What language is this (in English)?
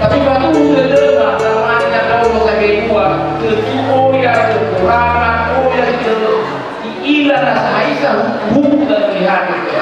Nias